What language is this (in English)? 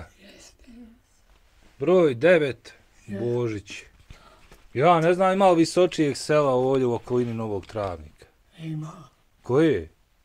Bosnian